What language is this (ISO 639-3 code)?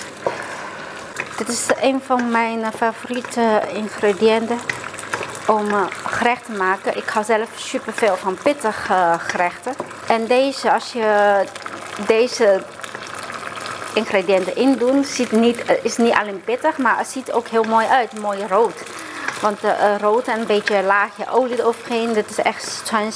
nld